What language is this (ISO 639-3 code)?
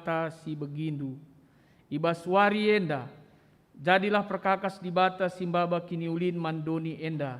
btx